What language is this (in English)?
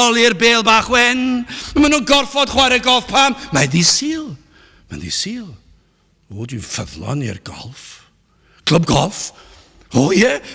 Welsh